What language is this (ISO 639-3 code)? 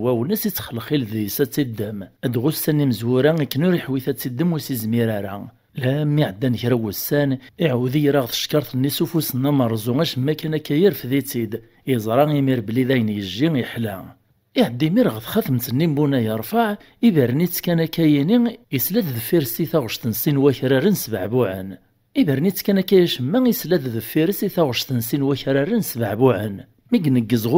kab